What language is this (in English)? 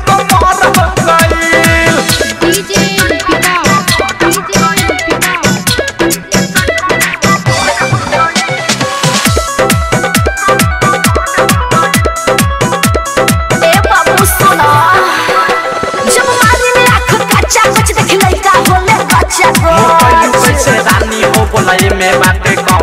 Bhojpuri